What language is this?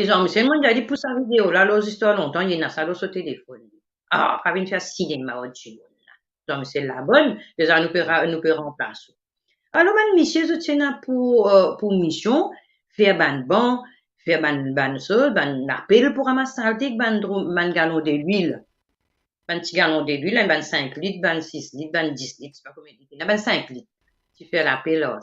Morisyen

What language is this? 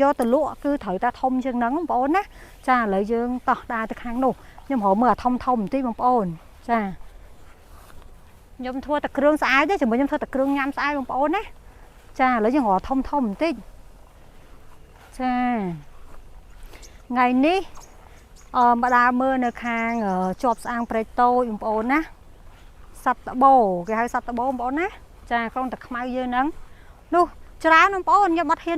Khmer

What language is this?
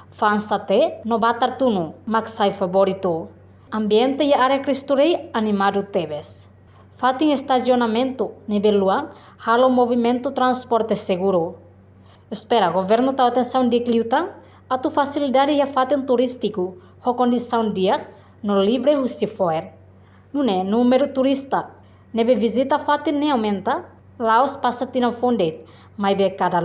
Tetum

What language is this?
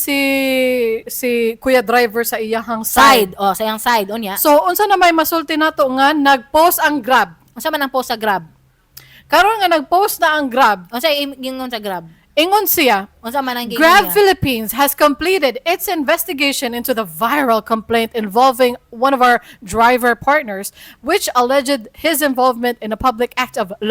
Cebuano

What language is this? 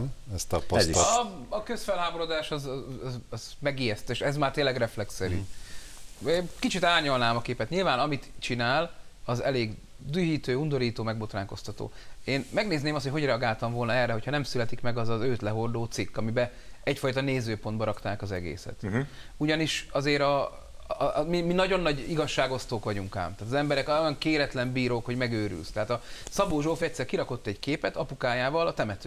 Hungarian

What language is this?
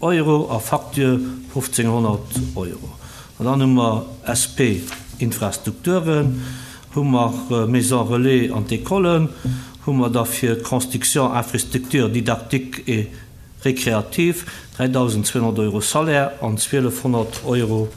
Luxembourgish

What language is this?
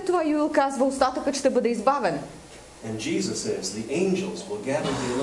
Bulgarian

